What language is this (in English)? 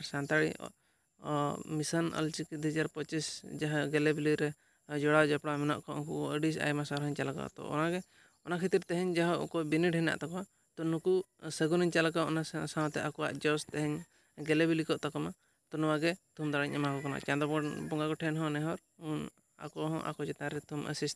Santali